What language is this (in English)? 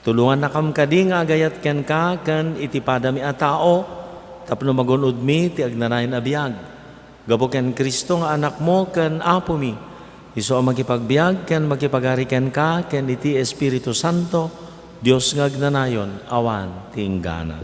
Iloko